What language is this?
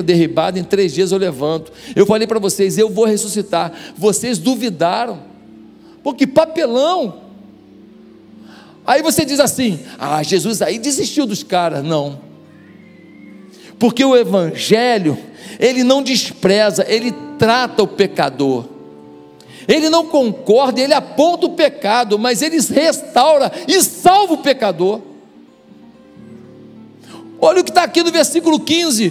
Portuguese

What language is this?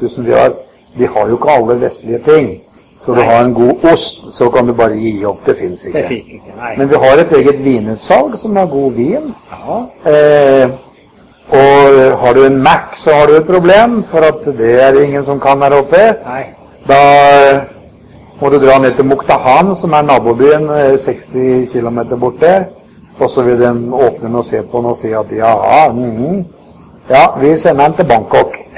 Norwegian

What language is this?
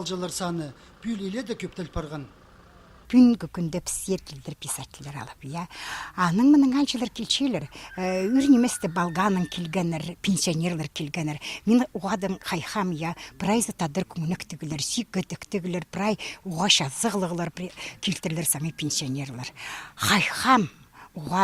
Khakas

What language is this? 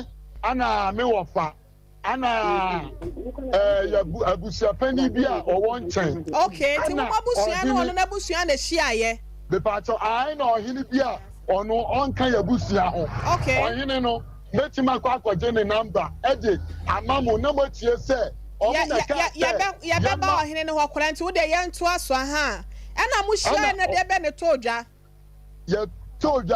Akan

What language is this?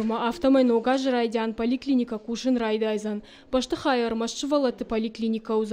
Ossetic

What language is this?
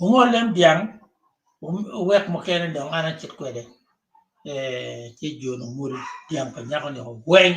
Acoli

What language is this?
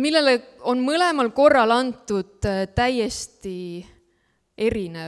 Estonian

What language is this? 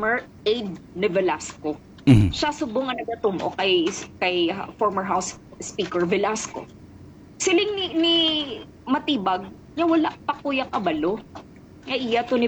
Hiligaynon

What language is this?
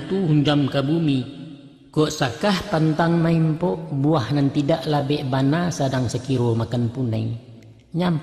Minangkabau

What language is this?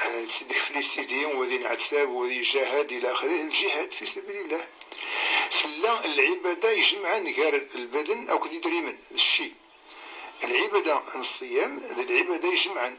Kabyle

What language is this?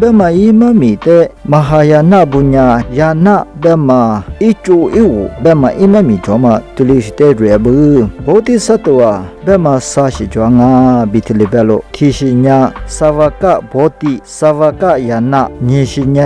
Lisu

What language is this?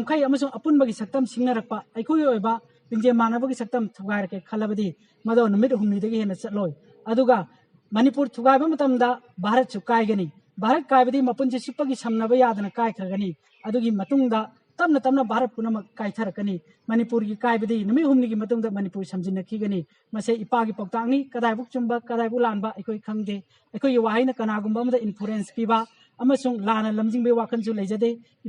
Manipuri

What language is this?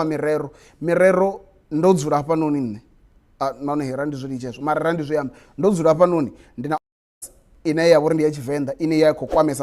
Venda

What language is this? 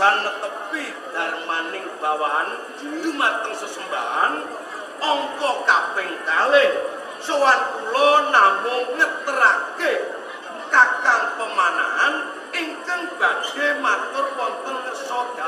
Javanese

